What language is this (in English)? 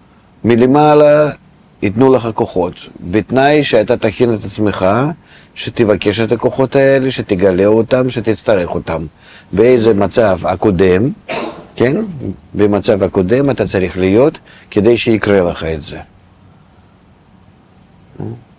Hebrew